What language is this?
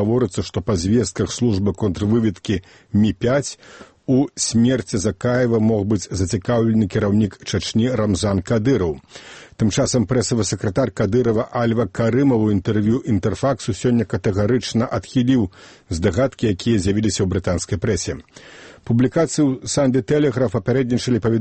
Belarusian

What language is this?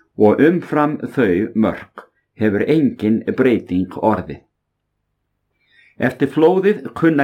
Icelandic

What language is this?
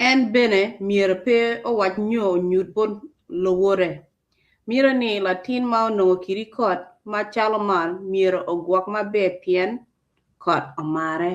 Acoli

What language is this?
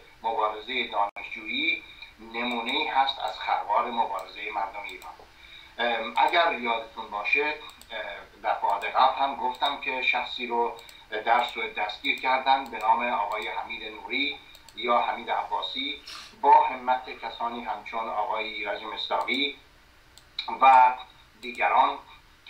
Persian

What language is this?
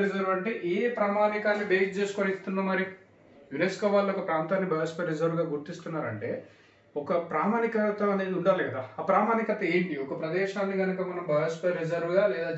Telugu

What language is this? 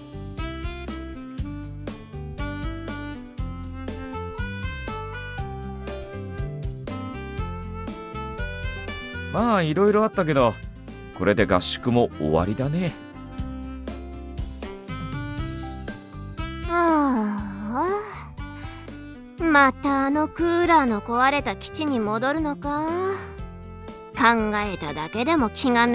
Japanese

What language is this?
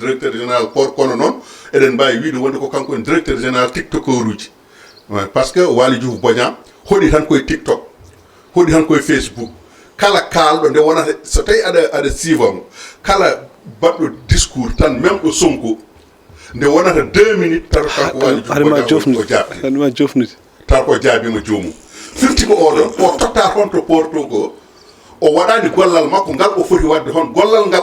Fula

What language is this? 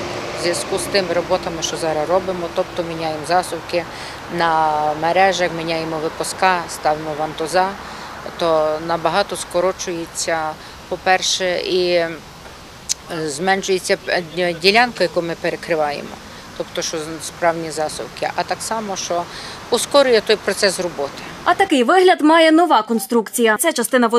Ukrainian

